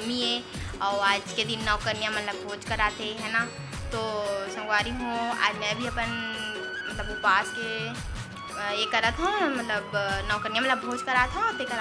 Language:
Chhattisgarhi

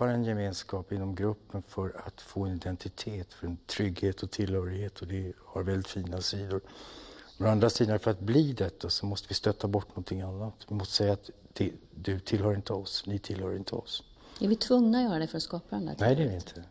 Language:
Swedish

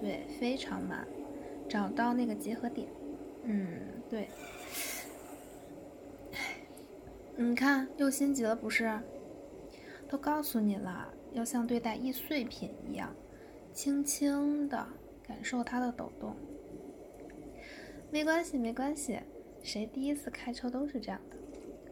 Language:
Chinese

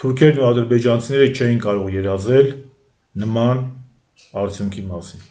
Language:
Armenian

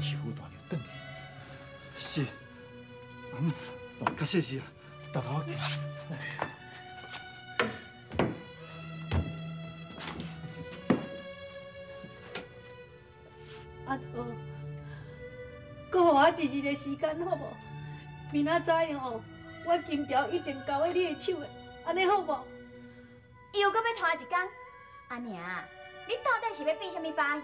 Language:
Min Nan Chinese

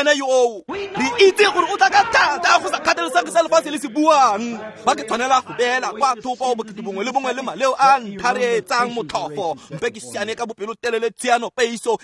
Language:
Tswana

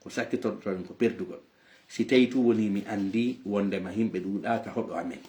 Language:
Fula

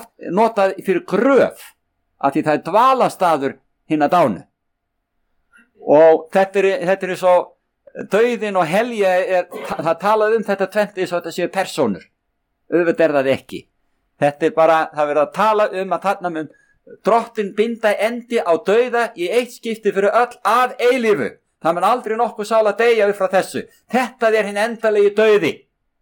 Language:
Icelandic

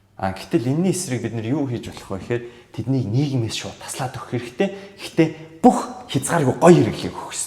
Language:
Mongolian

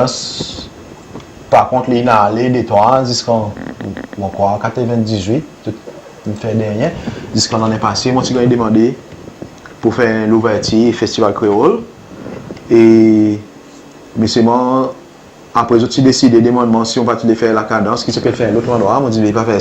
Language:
Seselwa Creole French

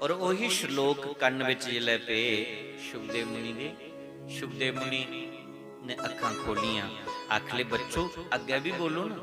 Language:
Dogri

